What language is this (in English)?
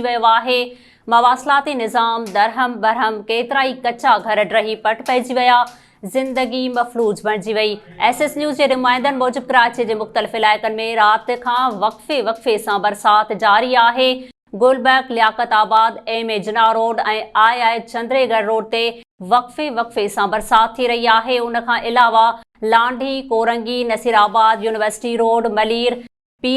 Sindhi